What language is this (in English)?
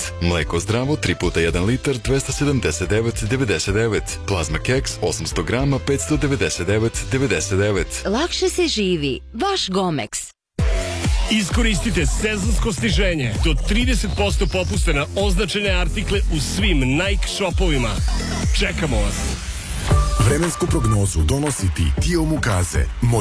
Serbian